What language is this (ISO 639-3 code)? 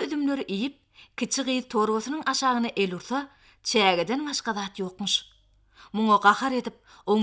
tuk